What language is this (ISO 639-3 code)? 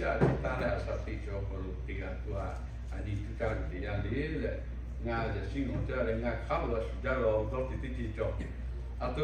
lhu